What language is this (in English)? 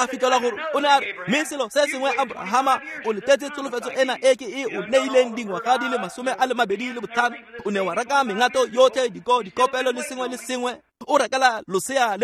Tswana